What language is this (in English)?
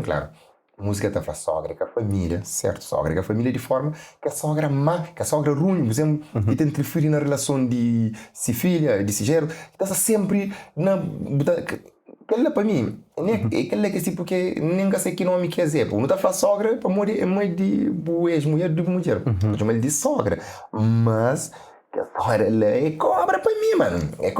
Kabuverdianu